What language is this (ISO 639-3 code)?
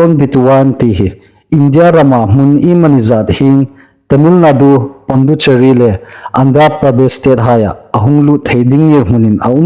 hmr